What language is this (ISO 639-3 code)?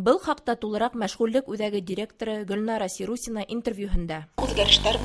bak